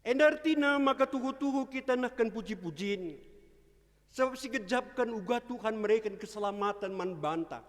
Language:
Batak Karo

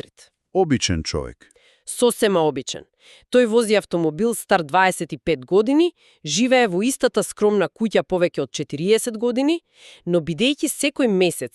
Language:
Macedonian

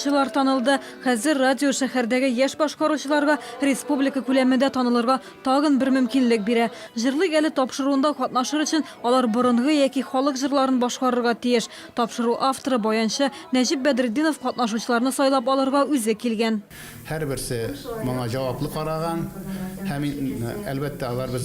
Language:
Tatar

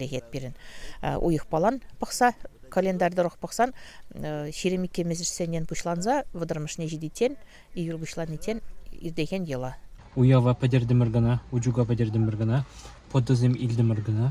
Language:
Chuvash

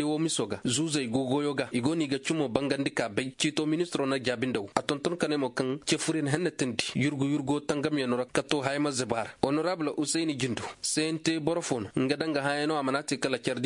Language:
Koyraboro Senni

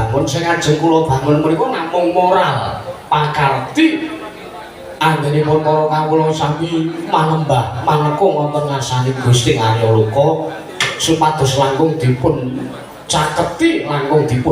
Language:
Javanese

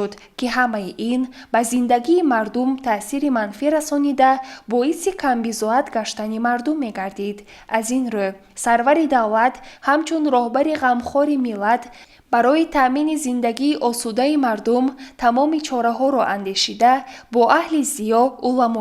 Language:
Tajik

